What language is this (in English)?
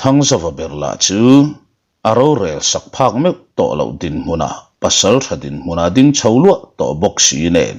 Mizo